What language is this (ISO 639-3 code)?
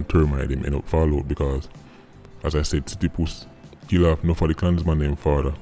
jam